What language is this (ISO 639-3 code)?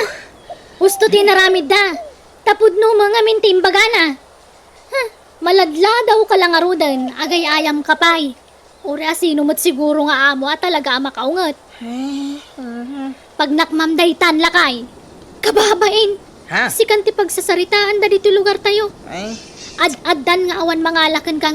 ilo